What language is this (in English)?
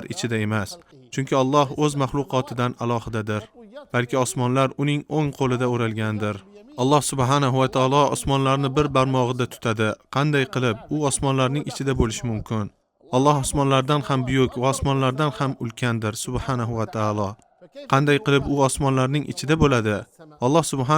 Uzbek